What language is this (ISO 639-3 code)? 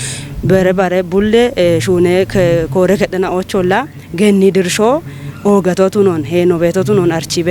kbr